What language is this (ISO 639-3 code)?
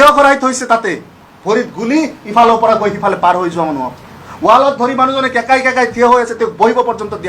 asm